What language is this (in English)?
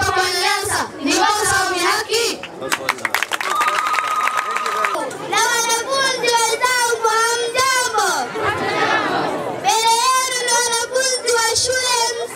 Swahili